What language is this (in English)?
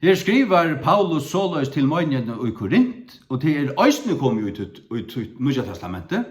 Faroese